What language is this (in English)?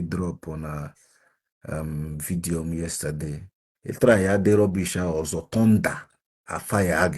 Igbo